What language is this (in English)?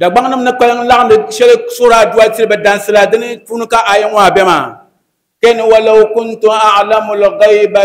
Dagbani